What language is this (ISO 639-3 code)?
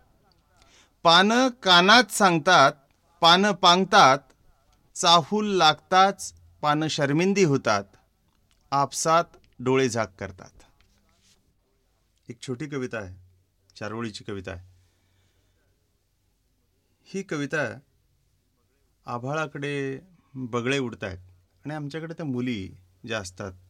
mar